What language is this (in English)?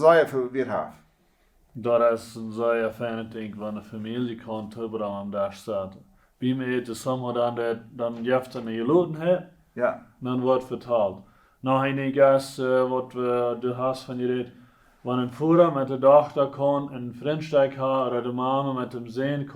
Plautdietsch